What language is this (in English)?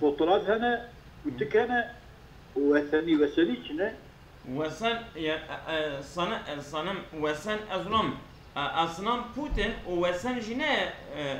Kurdish